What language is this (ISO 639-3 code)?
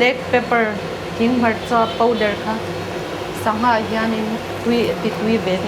lus